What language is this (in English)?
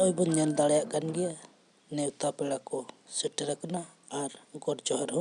Santali